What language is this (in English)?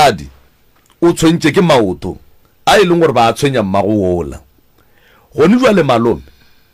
Northern Sotho